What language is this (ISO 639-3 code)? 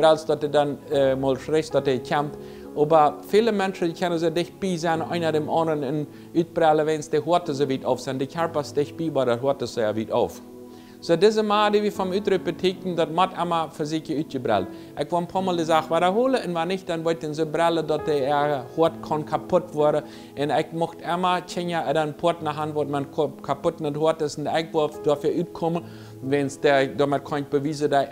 pdt